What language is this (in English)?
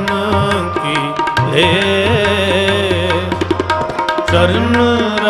Punjabi